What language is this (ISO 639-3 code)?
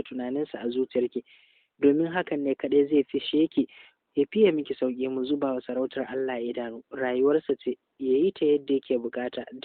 hau